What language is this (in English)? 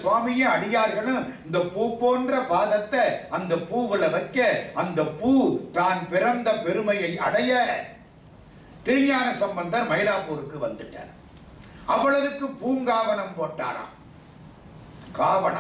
Tamil